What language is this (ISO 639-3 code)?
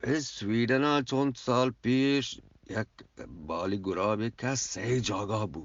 bgp